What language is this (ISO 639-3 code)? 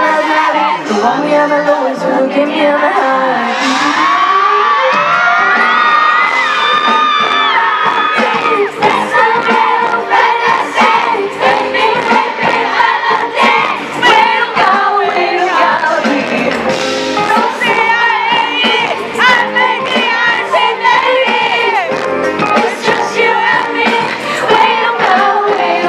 zho